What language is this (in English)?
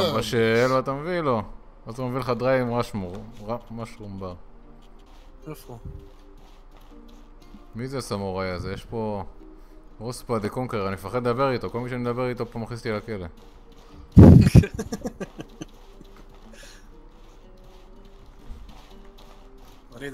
Hebrew